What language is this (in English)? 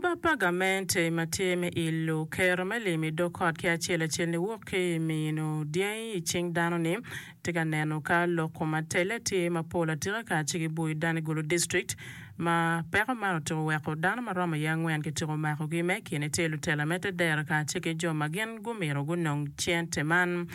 Acoli